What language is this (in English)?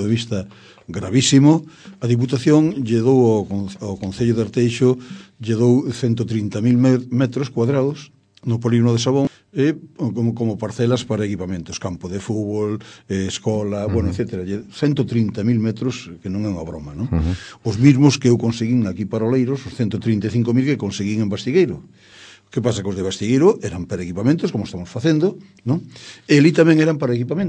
Galician